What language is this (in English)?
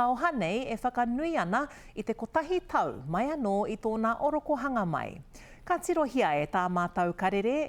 Māori